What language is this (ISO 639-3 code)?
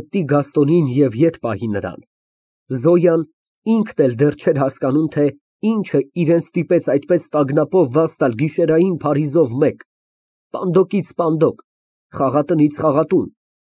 hye